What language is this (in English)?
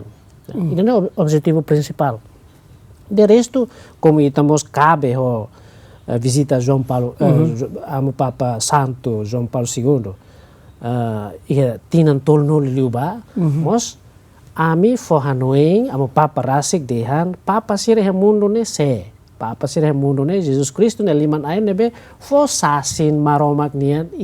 Tetum